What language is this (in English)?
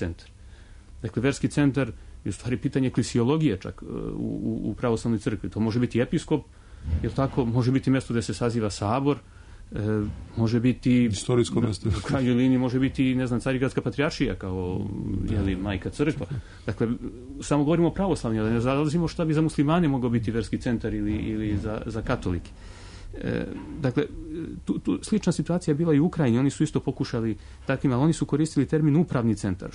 Serbian